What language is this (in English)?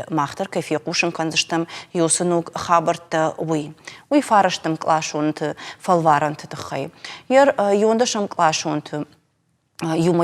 Ossetic